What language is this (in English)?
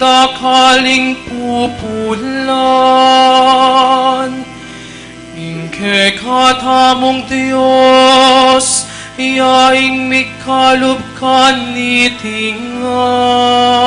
Pampanga